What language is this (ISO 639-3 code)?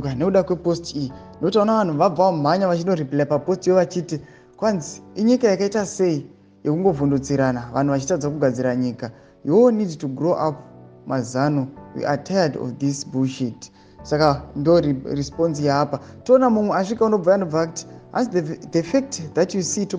sna